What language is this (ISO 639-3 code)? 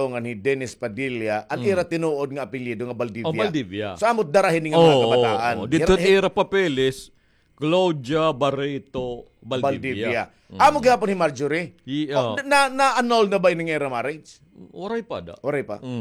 war